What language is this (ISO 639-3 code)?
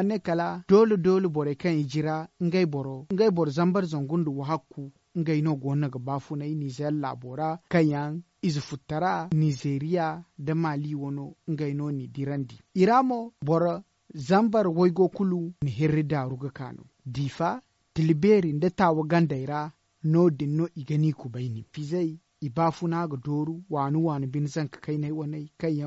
dje